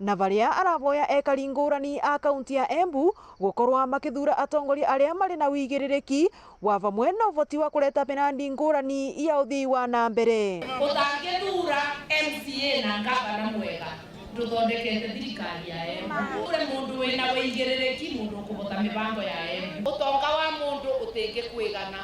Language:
Meru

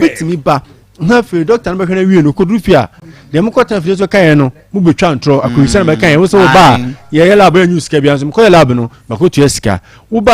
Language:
Akan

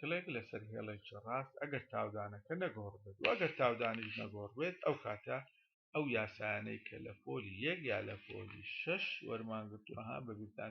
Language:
Central Kurdish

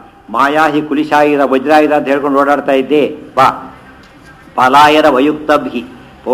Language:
Kannada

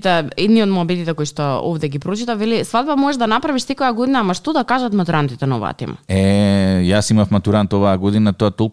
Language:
Macedonian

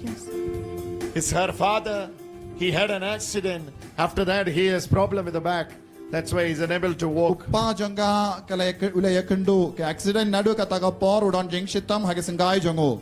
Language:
Khasi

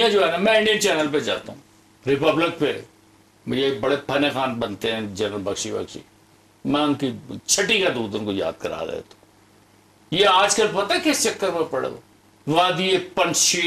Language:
Urdu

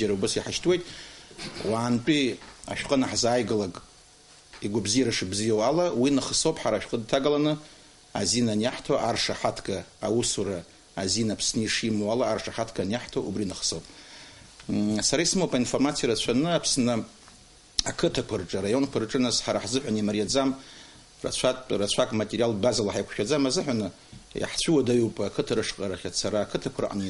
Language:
Abkhazian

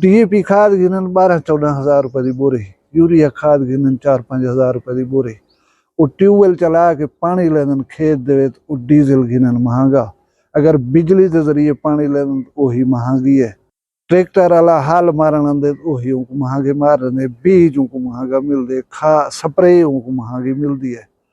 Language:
Saraiki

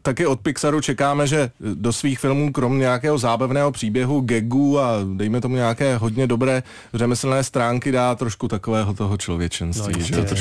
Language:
Czech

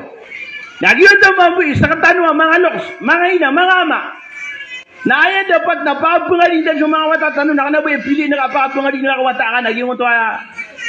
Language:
Maranao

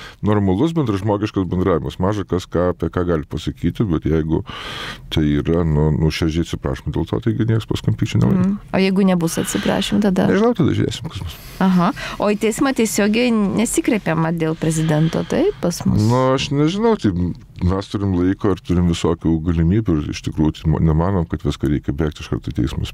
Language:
Lithuanian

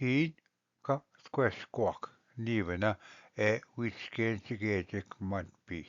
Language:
Ojibwa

